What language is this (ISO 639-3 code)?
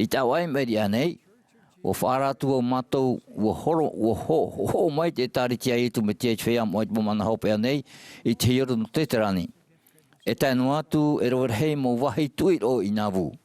tah